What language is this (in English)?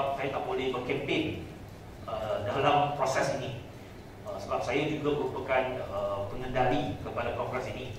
Malay